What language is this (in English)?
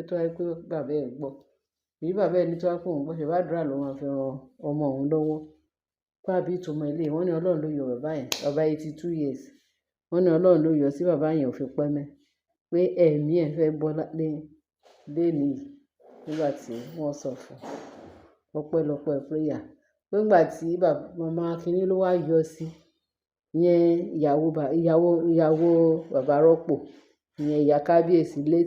Yoruba